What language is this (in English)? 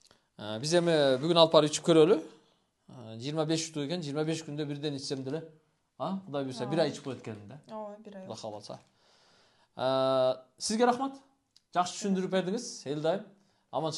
Kyrgyz